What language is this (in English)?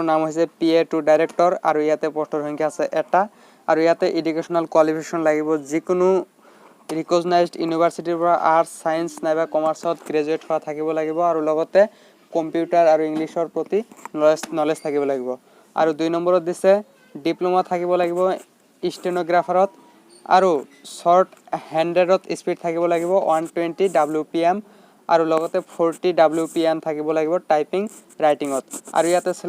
Assamese